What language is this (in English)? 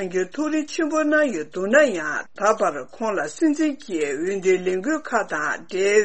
Tibetan